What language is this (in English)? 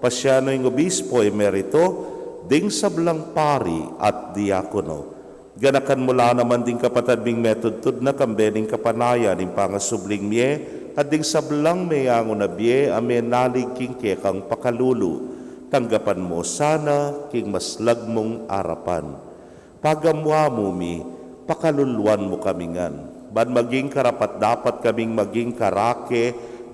Pampanga